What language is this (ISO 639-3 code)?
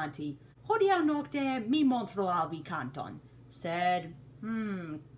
epo